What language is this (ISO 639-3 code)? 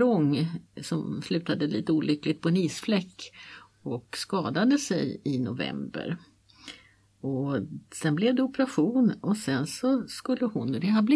swe